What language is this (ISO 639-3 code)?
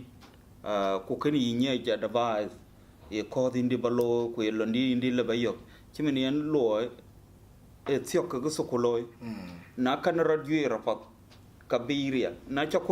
din